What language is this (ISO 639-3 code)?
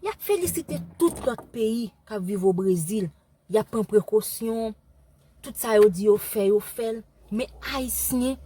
hat